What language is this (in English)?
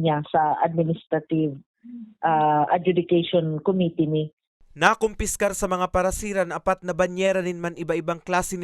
Bikol